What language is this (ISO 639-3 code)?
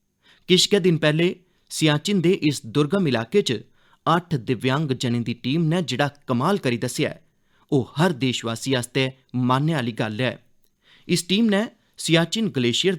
doi